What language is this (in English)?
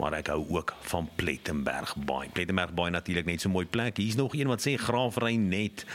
Afrikaans